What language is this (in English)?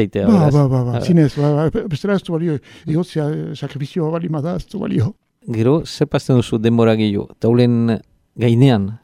Basque